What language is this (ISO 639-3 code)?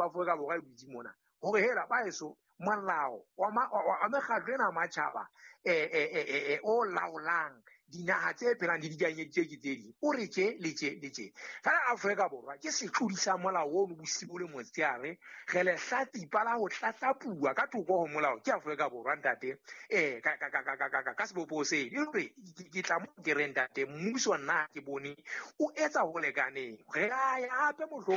sot